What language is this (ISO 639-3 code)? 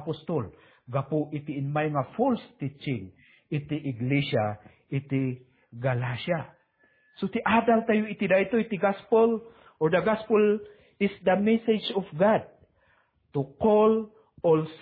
ilo